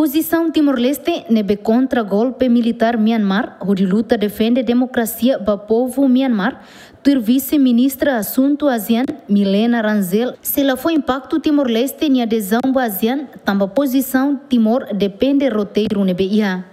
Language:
Tetum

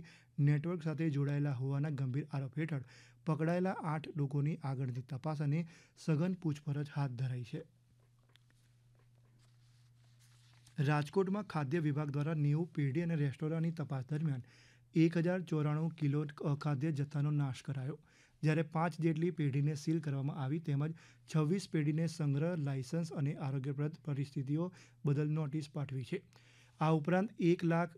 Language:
Gujarati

